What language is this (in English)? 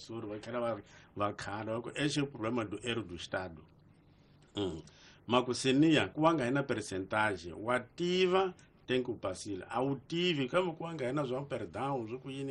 Tsonga